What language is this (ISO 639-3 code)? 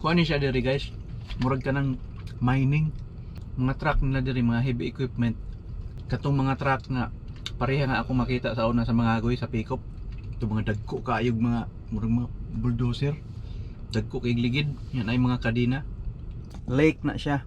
ceb